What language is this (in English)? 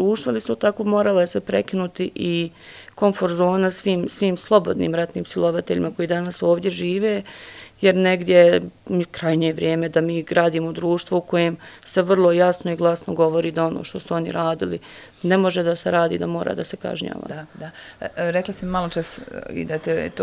Croatian